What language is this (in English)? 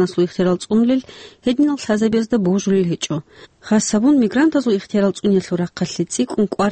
Avaric